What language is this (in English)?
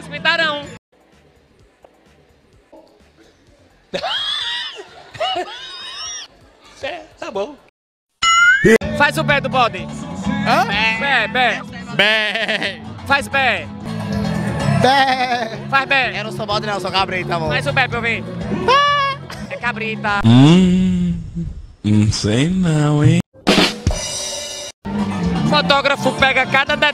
Portuguese